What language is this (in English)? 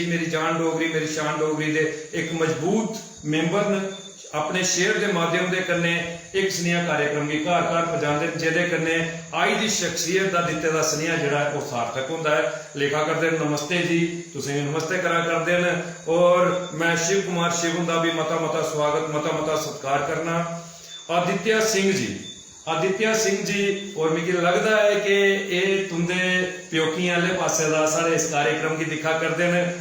Dogri